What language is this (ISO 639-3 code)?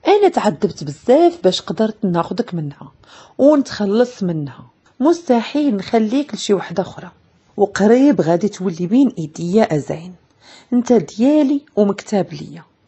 ary